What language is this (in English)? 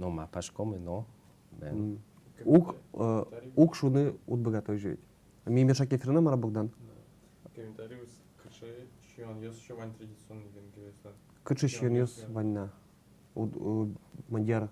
Udmurt